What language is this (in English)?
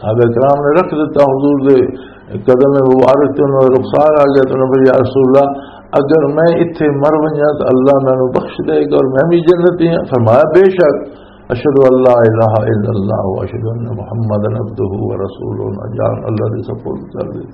Western Panjabi